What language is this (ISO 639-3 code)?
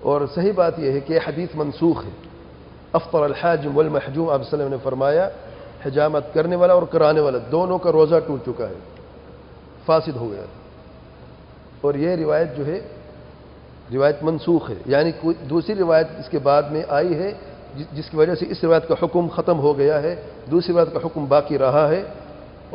urd